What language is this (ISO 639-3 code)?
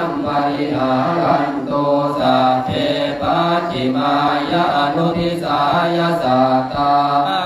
pli